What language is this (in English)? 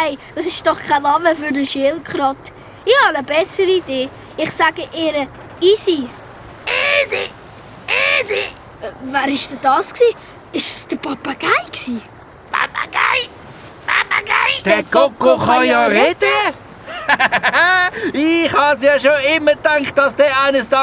Swiss German